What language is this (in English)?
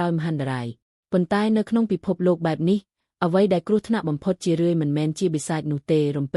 Khmer